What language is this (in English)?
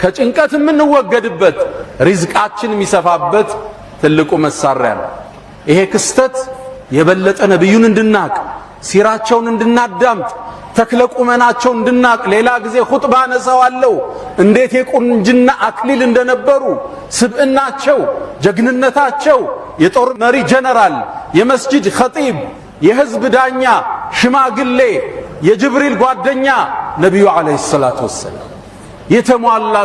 Amharic